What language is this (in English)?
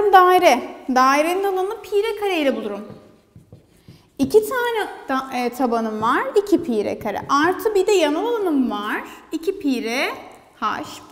Turkish